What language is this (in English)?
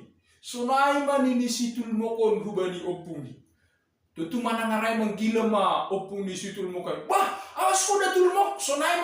Batak Simalungun